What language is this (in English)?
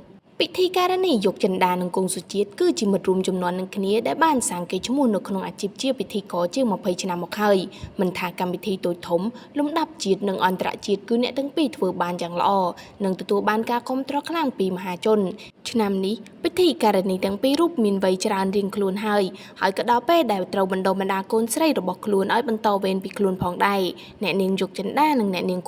Khmer